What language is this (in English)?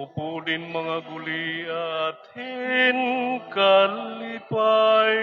Waray